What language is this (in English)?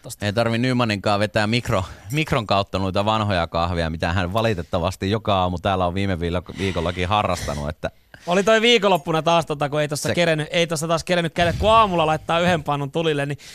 Finnish